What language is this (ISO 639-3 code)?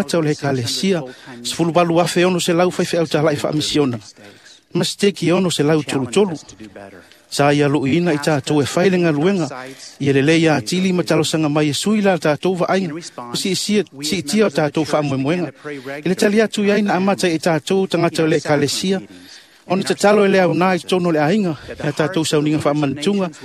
smo